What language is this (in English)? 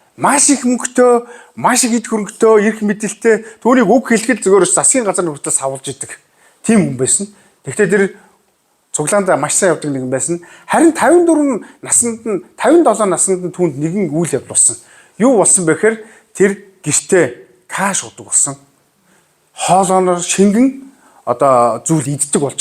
Mongolian